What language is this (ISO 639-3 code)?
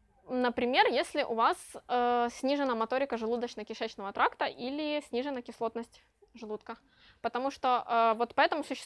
rus